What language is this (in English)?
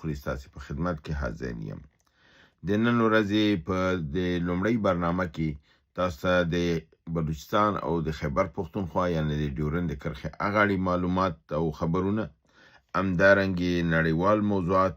Pashto